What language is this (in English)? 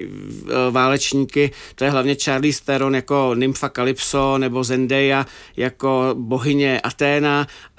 Czech